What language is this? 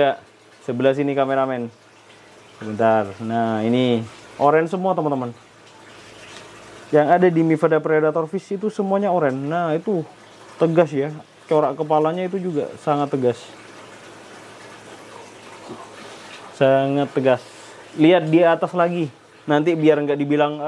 Indonesian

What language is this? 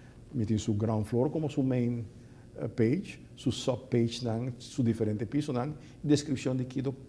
Papiamento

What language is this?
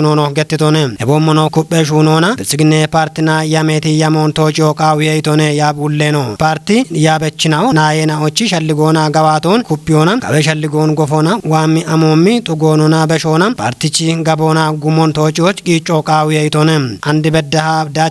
Kafa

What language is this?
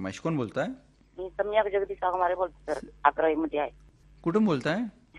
Marathi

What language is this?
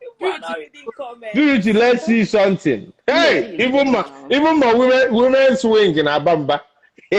Igbo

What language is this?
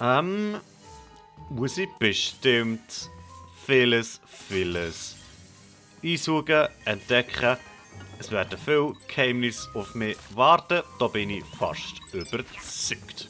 Swiss German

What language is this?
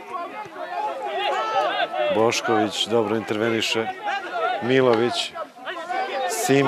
Serbian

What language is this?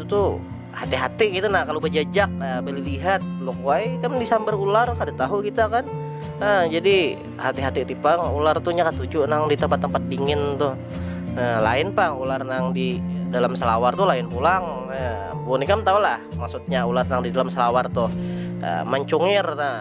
Banjar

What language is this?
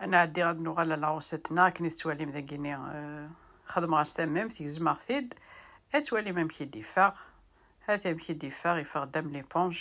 Kabyle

